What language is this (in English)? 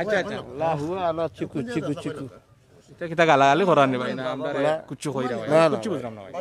Sylheti